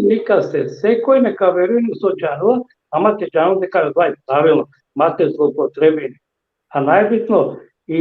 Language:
Balkan Romani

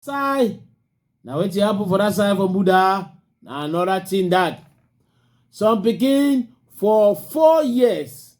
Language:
Cameroon Pidgin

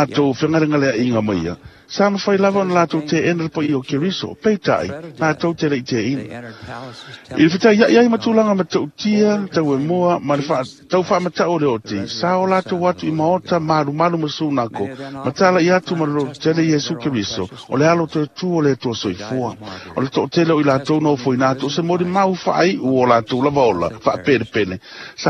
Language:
Samoan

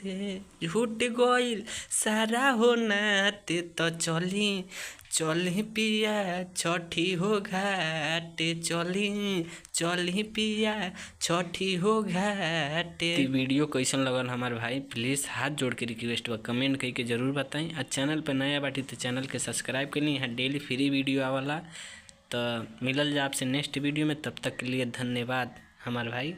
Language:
Bhojpuri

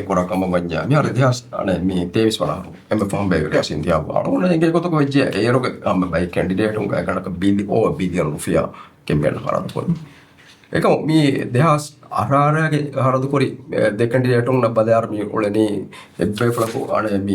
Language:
Divehi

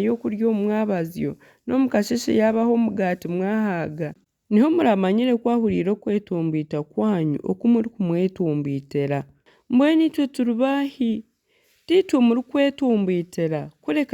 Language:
Nyankole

